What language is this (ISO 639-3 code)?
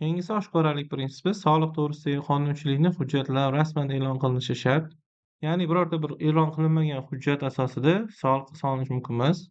uzb